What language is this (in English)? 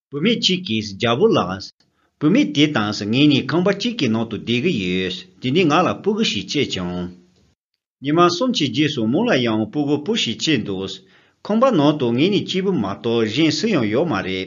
Tibetan